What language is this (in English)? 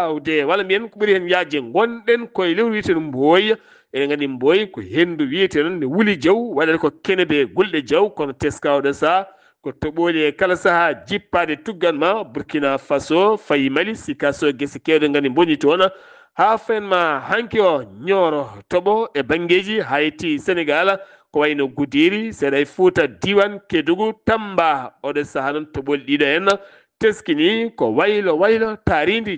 Fula